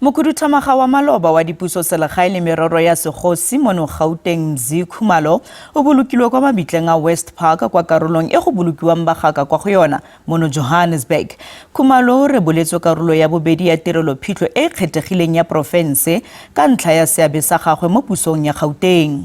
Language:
Tswana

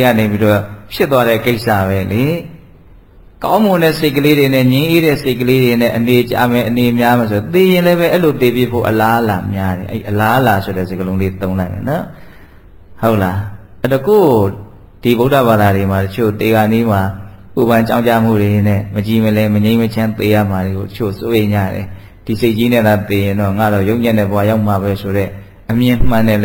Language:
Burmese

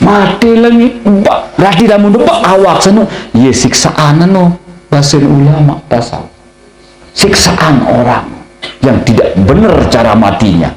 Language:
Sasak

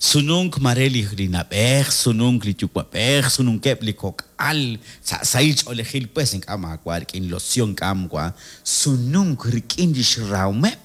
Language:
Kekchí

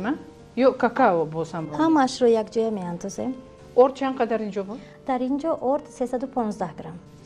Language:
Tajik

